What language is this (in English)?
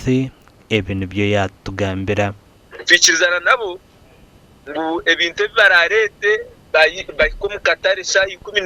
Nyankole